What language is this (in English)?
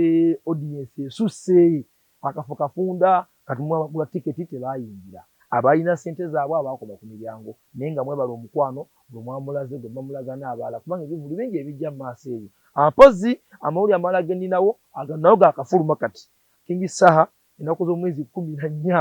Ganda